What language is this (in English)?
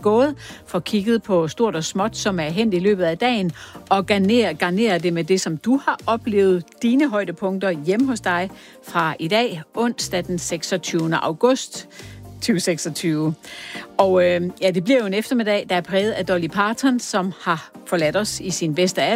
Danish